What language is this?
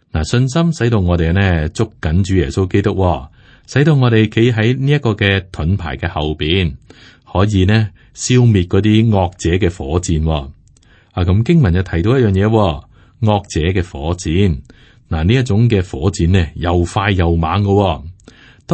Cantonese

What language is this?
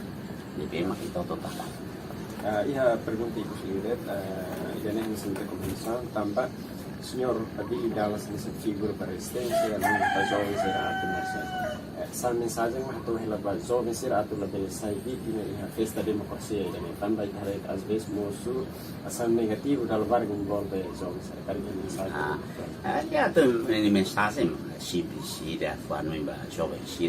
Tetum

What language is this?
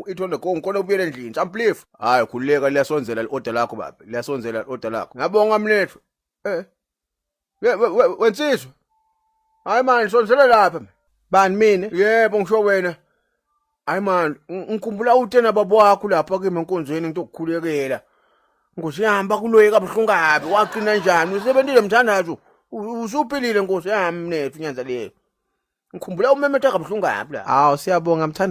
Zulu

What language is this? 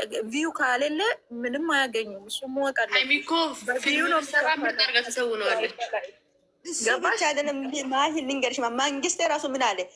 Amharic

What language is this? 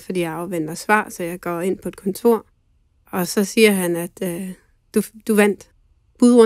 Danish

